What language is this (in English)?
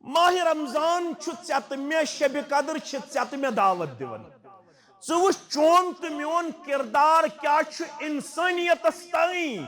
Kashmiri